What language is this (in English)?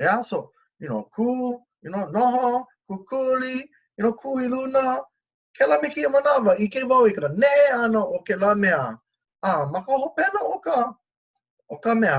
Hawaiian